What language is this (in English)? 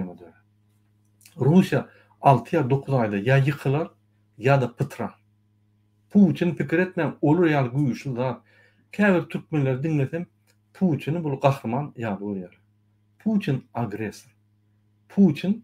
Turkmen